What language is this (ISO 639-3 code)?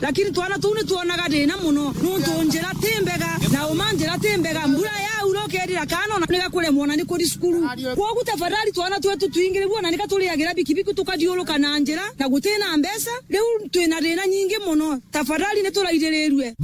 mer